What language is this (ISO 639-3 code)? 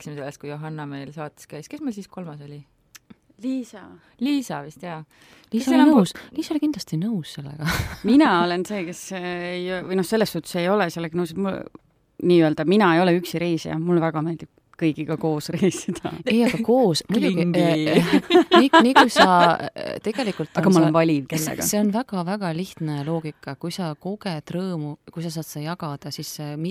est